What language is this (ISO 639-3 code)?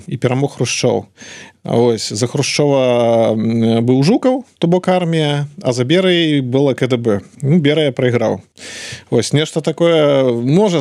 bel